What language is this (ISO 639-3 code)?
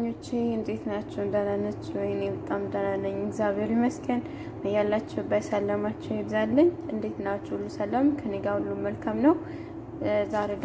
amh